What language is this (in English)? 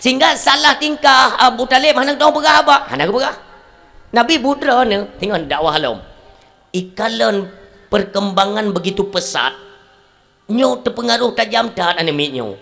Achinese